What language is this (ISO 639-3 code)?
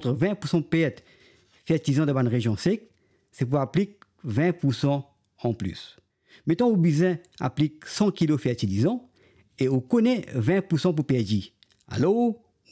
mfe